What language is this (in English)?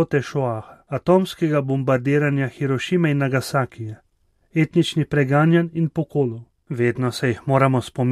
Slovenian